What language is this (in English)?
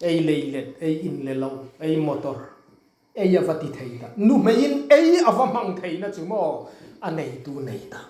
Hmar